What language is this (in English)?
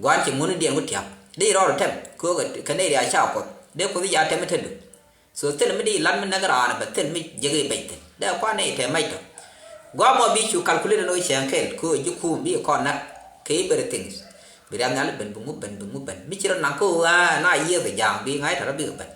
Nuer